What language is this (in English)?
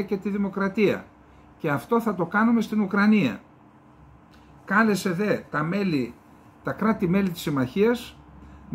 Greek